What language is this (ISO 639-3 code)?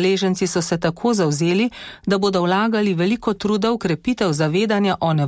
slv